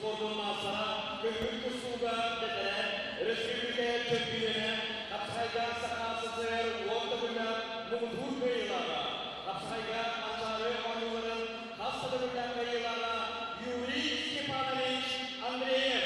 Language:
Yakut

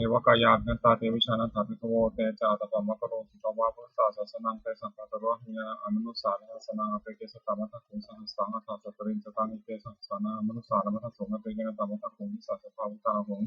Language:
Pali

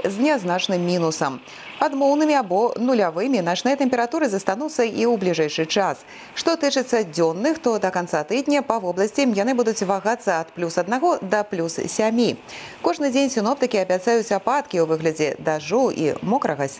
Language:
Belarusian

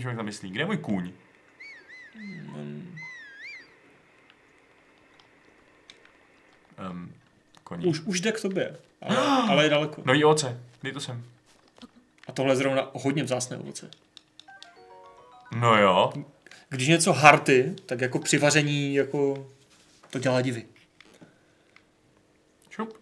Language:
Czech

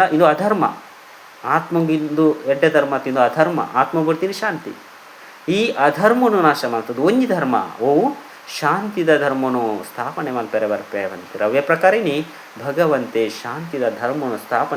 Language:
Tulu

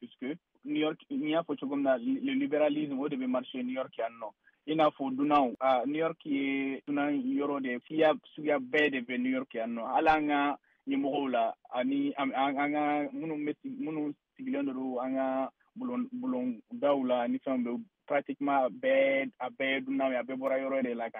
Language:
Bambara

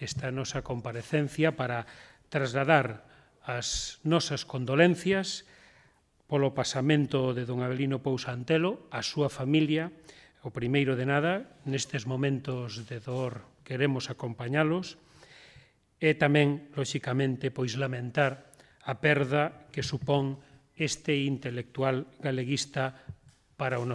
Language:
Galician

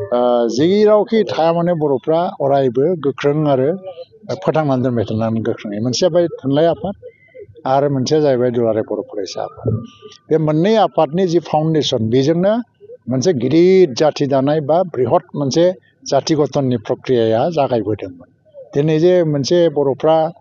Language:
Bodo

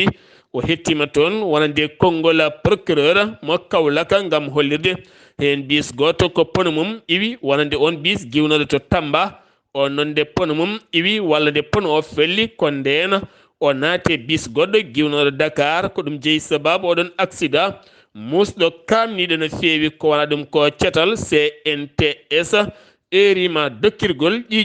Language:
Fula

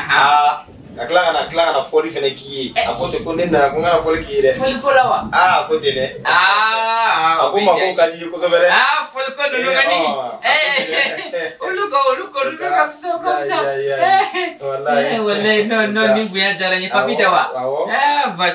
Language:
Bambara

